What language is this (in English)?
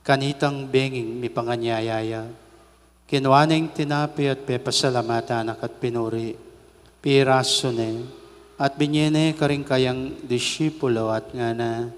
Pampanga